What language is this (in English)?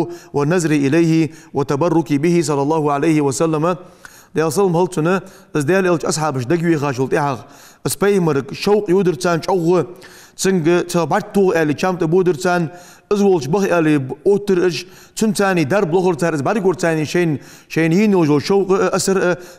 Ingush